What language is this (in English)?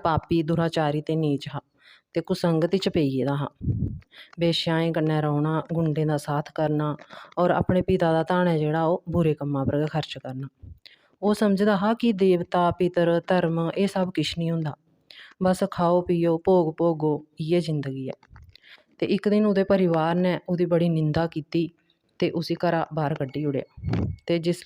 Dogri